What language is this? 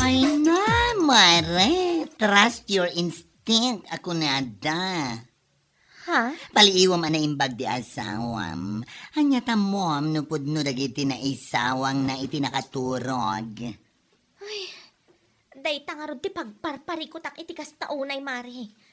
Iloko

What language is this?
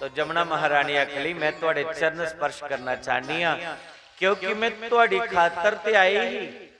Dogri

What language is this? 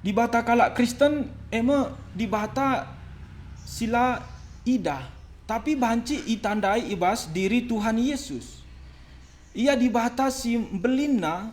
Batak Karo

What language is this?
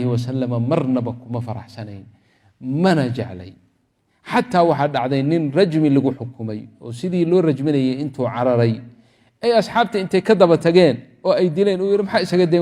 Somali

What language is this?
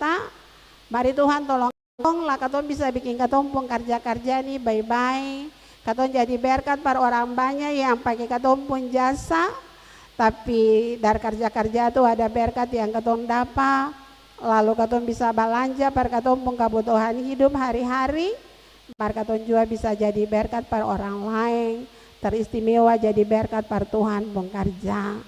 Ambonese Malay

